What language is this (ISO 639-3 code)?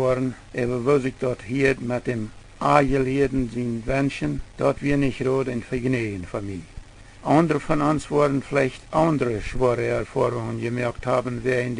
pdt